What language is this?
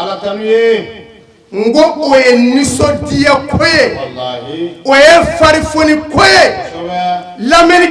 Bambara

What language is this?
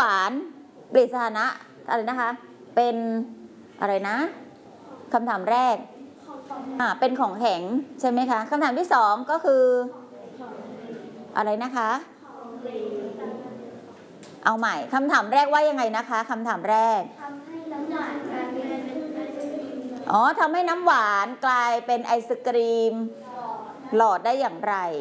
Thai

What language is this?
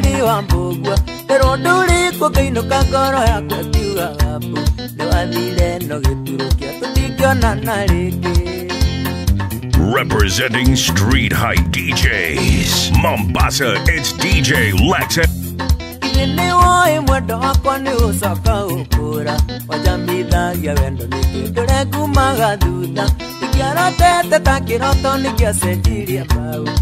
Kikuyu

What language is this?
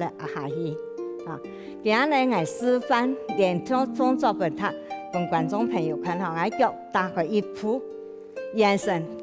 Hakka Chinese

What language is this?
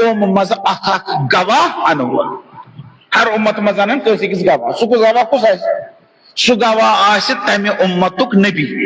Kashmiri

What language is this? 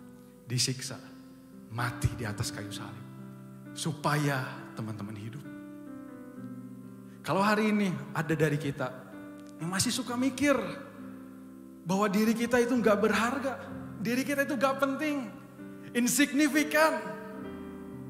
Indonesian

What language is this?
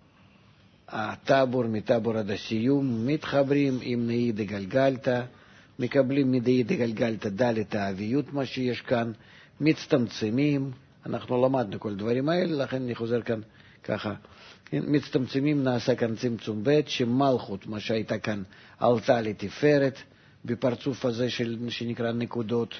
Hebrew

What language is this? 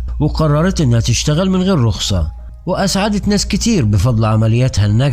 Egyptian Arabic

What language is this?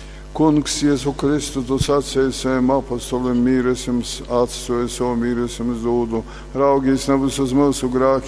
Latgalian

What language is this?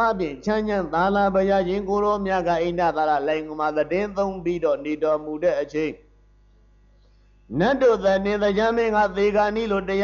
Burmese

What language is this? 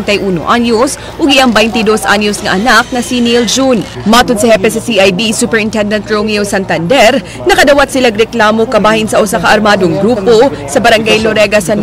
Cebuano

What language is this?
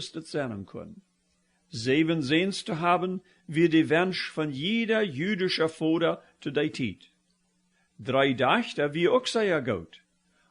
Plautdietsch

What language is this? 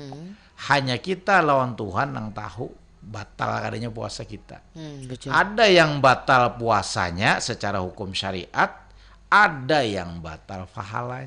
Banjar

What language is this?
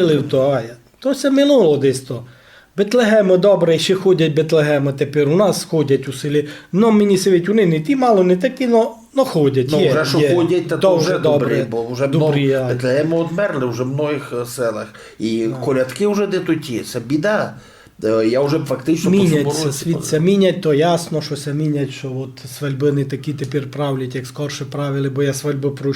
Rusyn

